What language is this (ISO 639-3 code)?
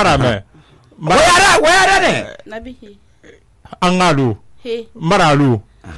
sus